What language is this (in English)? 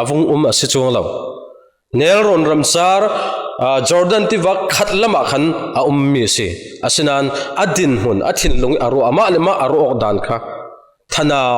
Falam Chin